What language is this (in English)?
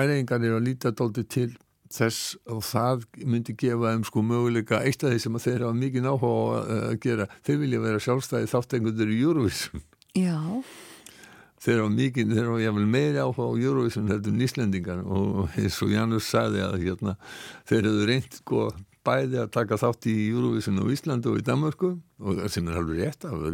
Icelandic